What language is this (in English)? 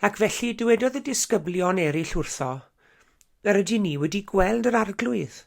Welsh